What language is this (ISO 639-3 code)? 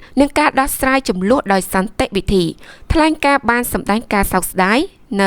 khm